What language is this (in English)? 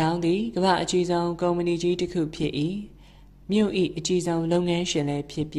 Burmese